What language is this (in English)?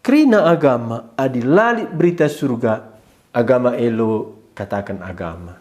Batak Karo